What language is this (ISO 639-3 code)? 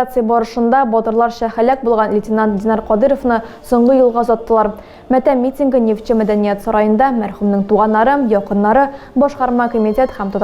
tat